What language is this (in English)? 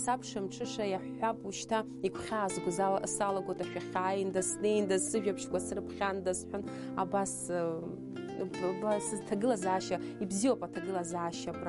Abkhazian